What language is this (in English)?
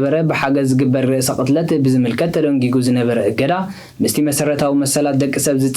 Tigrinya